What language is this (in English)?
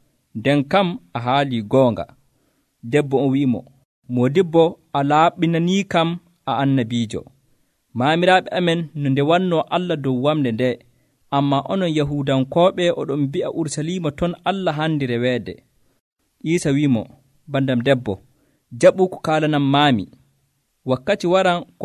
Nigerian Fulfulde